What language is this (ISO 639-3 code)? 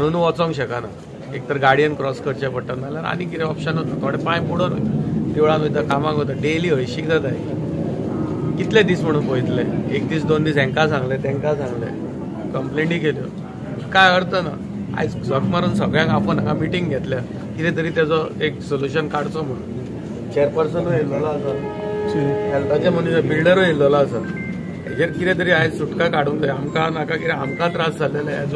kok